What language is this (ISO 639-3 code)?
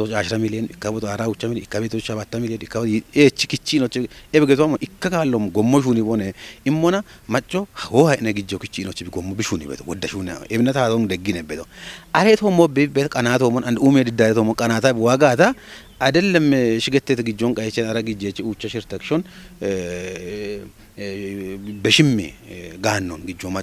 kbr